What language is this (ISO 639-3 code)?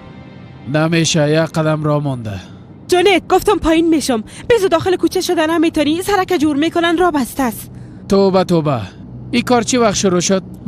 fas